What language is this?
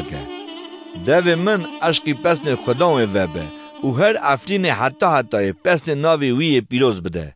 Kurdish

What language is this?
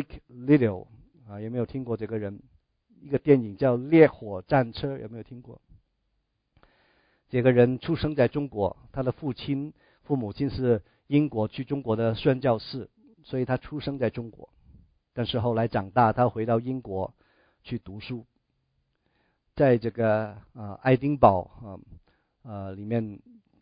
Chinese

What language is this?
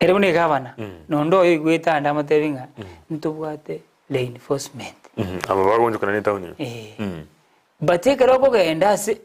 Gusii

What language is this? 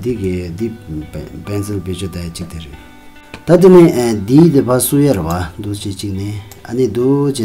Tibetan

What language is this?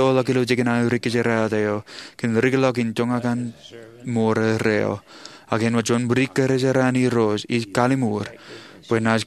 Marshallese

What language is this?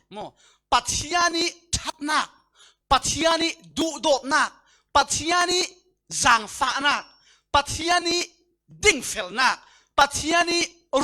Falam Chin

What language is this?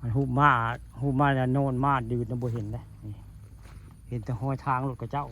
Northeastern Thai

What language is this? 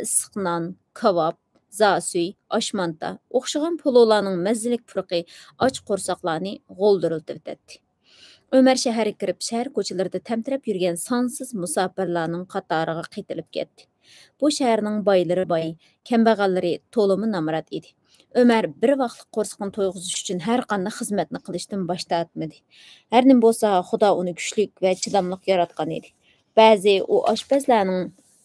Uyghur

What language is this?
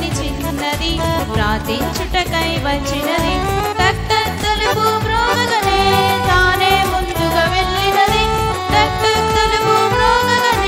Telugu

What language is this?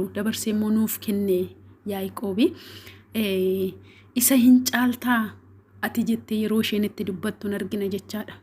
Oromo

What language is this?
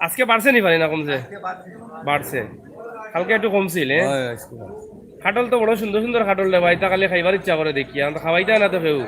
Sylheti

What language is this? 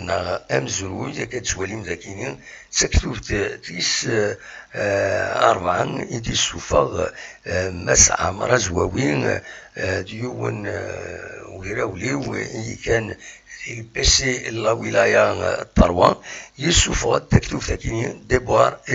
Kabyle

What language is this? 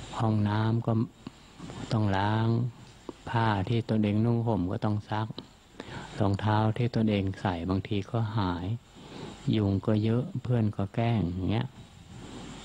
Thai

